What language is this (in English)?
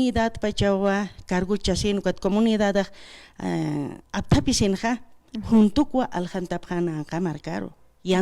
Aymara